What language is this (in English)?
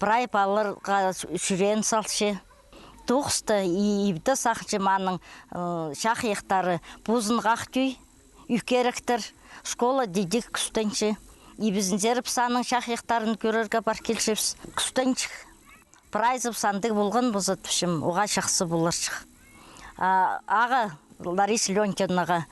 Khakas